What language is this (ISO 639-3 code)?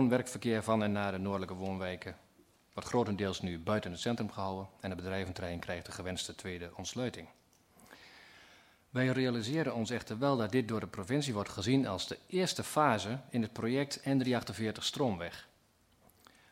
nld